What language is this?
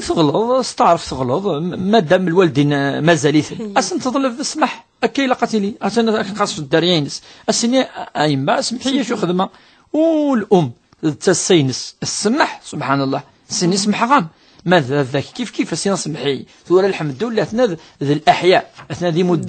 Kabyle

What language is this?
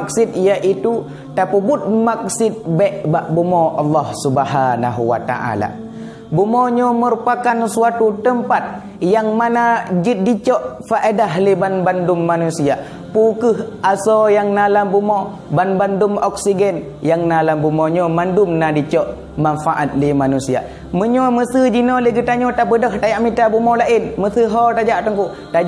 Achinese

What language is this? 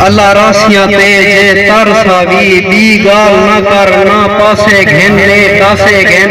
Saraiki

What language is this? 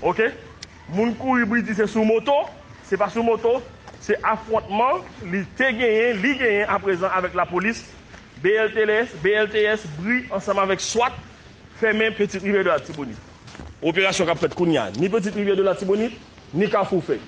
Haitian Creole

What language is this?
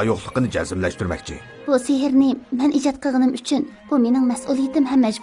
Uyghur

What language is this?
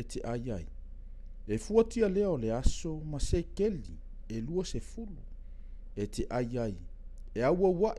Samoan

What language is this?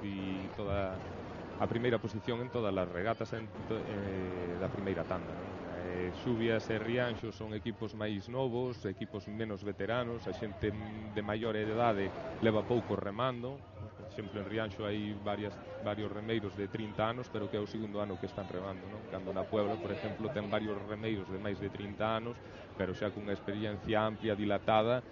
Galician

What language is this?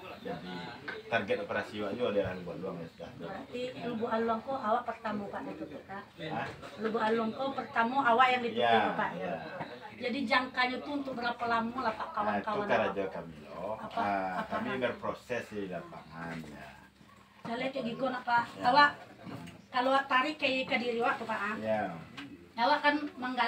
Minangkabau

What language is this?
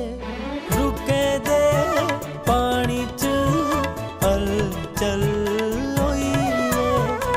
Dogri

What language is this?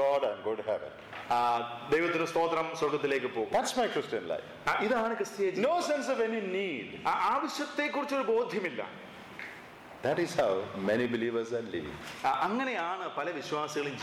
Malayalam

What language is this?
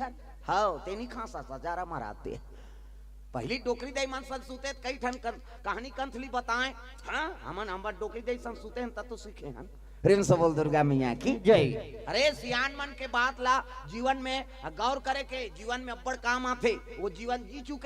Chhattisgarhi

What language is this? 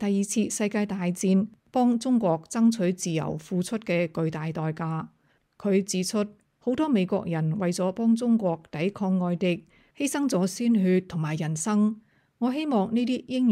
Cantonese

